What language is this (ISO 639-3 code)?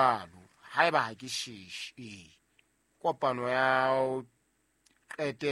sot